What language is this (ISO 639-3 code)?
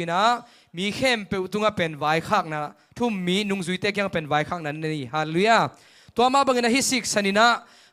ctd